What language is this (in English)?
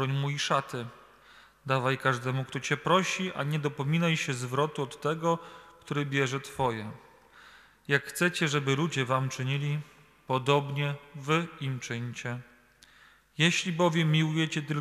Polish